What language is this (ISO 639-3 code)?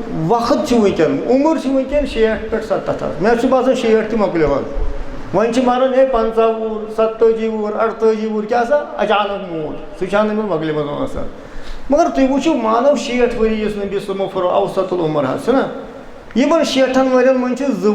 kas